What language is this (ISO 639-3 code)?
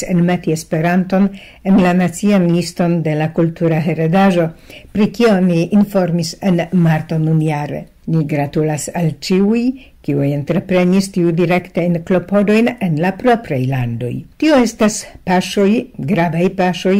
epo